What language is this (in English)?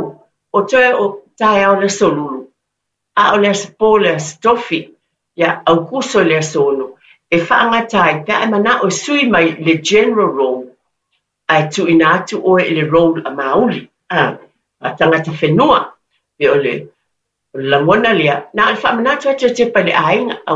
Samoan